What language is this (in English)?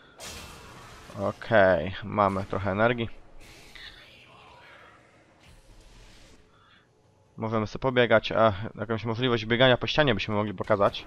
Polish